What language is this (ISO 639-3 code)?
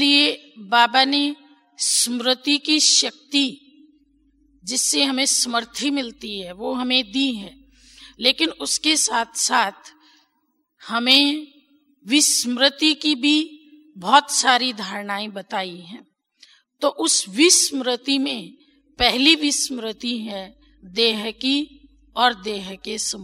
hin